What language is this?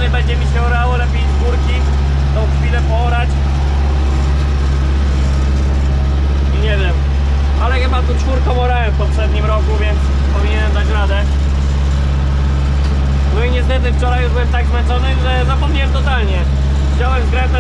Polish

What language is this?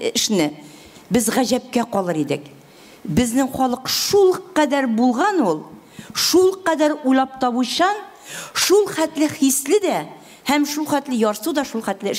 Tatar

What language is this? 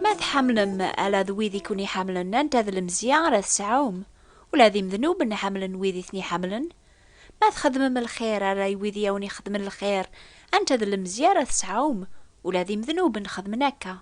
Kabyle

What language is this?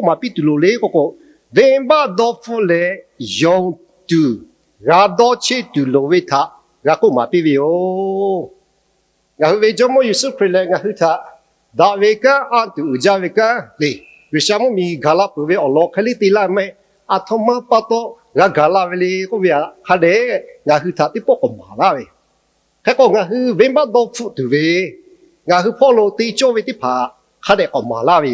Lahu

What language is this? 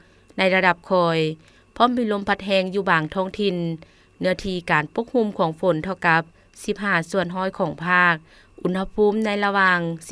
Lao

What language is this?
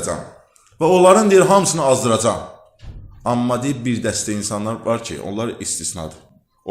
Azerbaijani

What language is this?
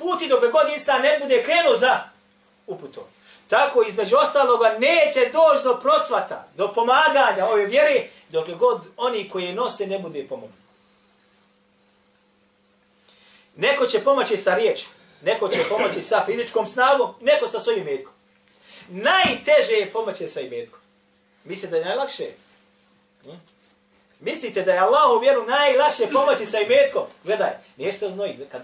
Bosnian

